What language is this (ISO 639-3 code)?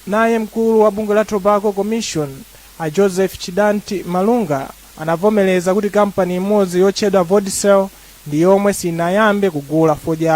nya